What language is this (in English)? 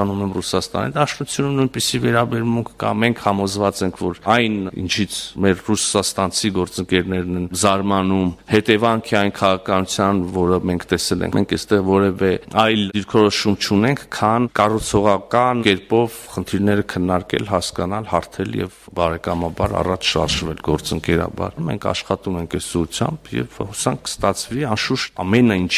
Armenian